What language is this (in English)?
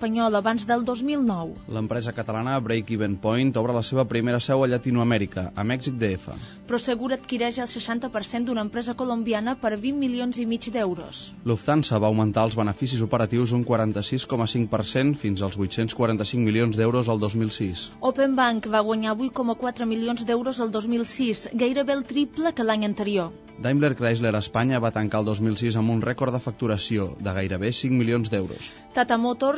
Catalan